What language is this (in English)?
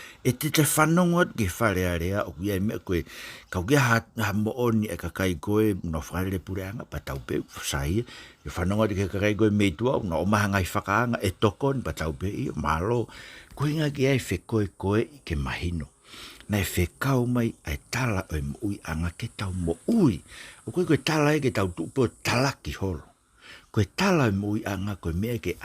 Tongan